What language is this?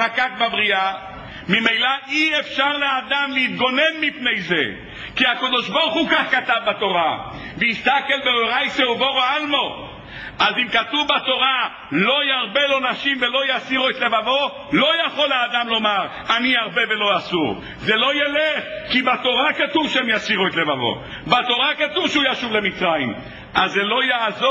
Hebrew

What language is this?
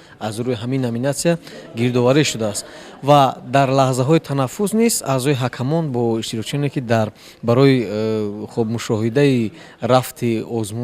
Tajik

